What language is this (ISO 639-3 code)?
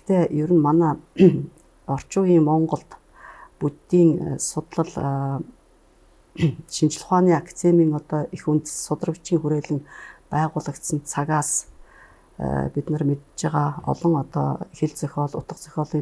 mon